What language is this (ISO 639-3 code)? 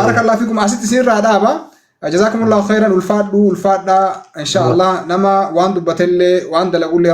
orm